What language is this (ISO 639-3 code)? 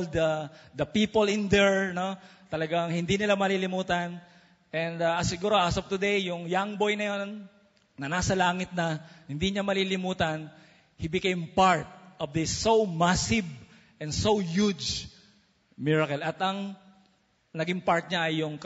fil